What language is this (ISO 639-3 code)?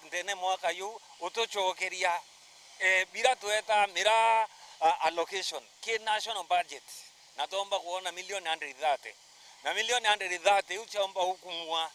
mer